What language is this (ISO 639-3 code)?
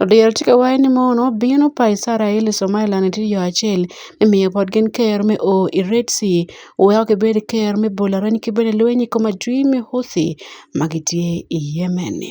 ach